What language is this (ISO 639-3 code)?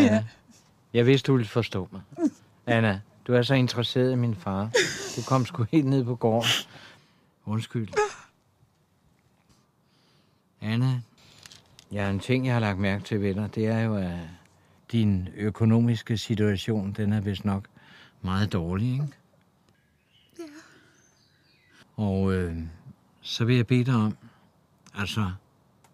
dan